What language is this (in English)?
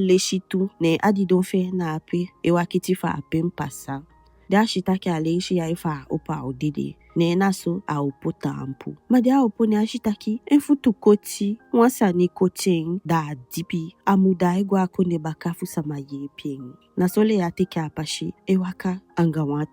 Eastern Maroon Creole